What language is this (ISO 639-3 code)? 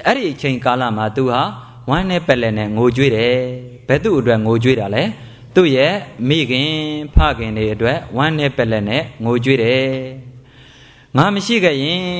mya